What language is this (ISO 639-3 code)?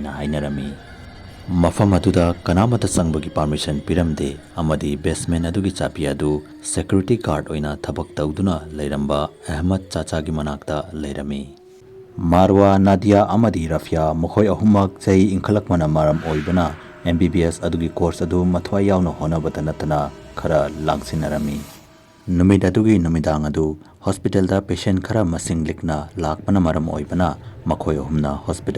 mni